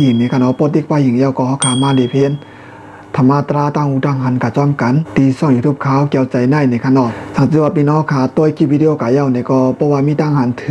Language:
Shan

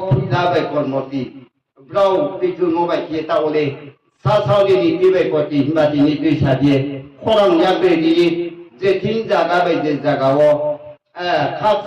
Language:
Riang (India)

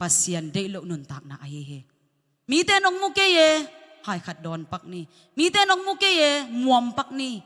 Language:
Tedim Chin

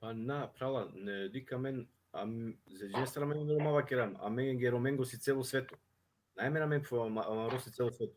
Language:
Balkan Romani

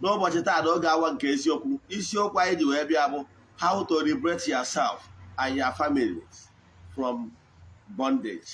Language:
Igbo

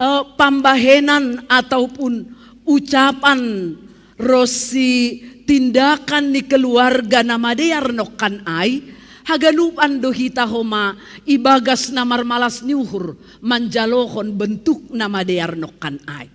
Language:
Batak Simalungun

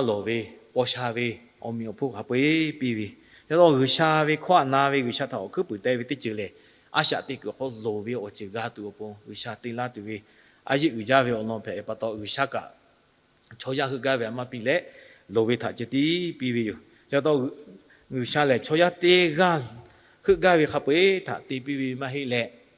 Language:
Lahu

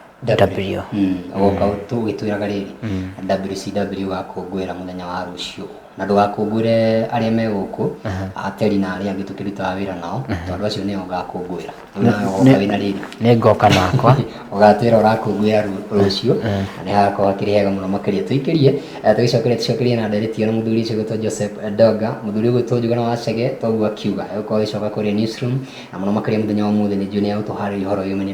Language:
Kikuyu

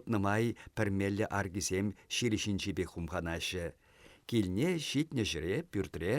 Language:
Chuvash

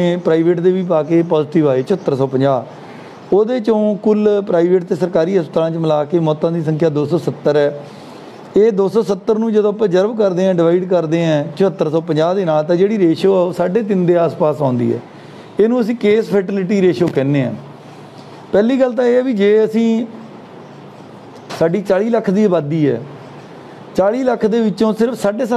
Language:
Punjabi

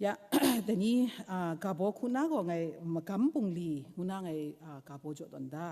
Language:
Kachin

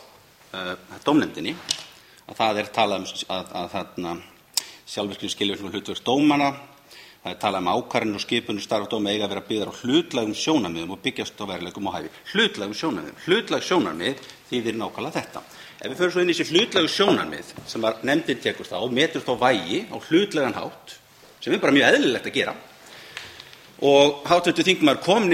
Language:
Icelandic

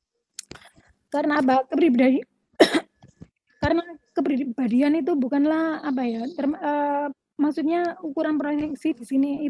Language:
Indonesian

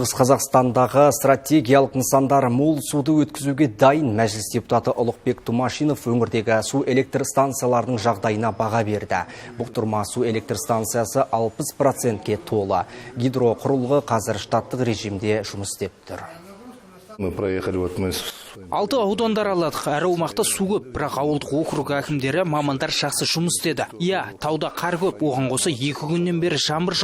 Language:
Kazakh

